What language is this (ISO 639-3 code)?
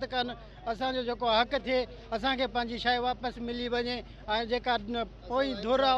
snd